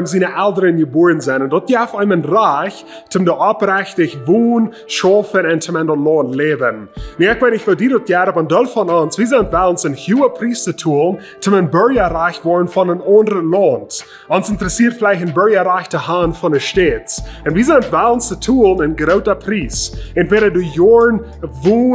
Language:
Plautdietsch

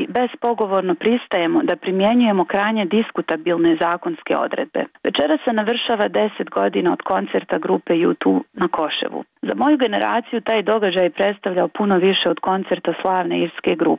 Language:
Bosnian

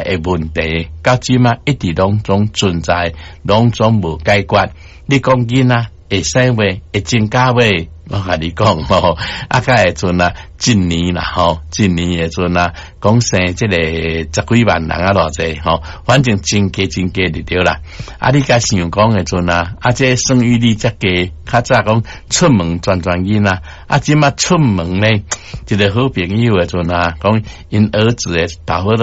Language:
Min Nan Chinese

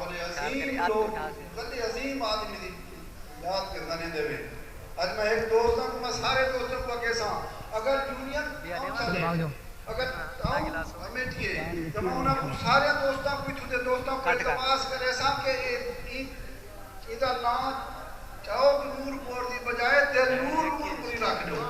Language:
Saraiki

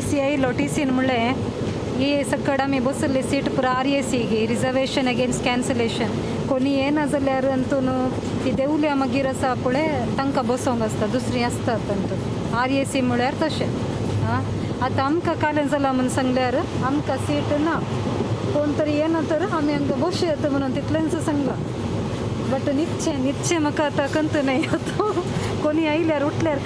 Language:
Konkani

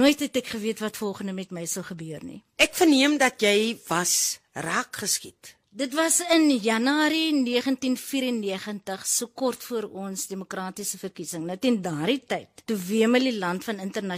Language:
Afrikaans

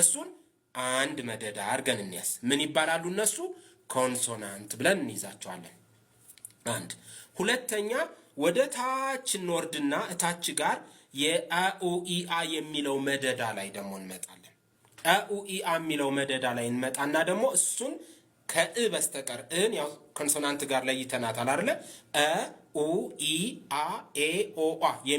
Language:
Amharic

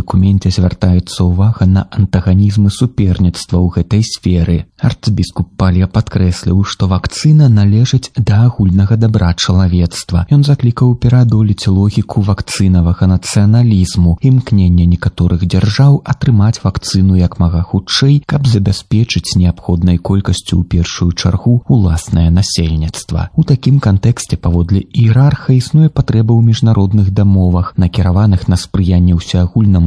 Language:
Belarusian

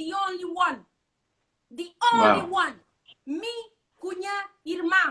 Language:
Kabuverdianu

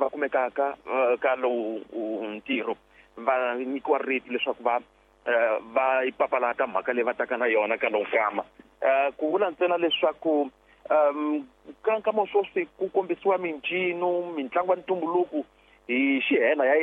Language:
Tsonga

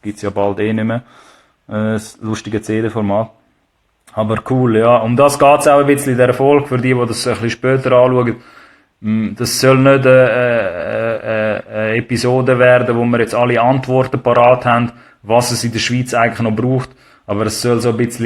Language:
Swiss German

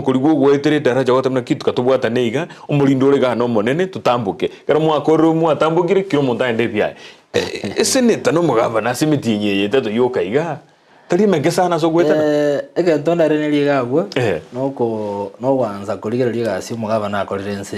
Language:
Gusii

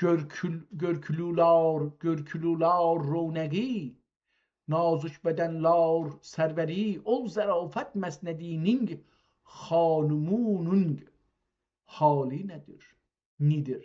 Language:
South Azerbaijani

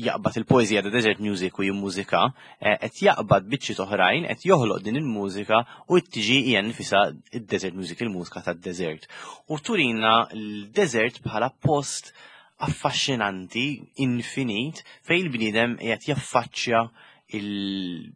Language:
Maltese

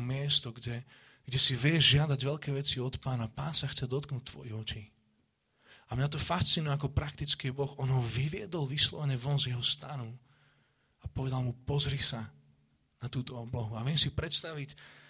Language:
Slovak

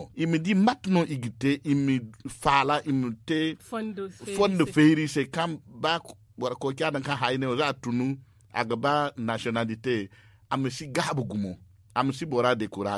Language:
Zarma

